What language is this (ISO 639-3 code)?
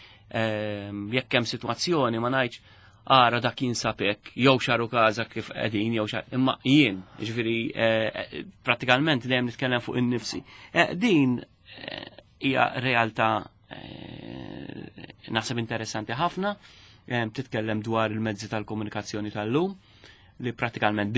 mlt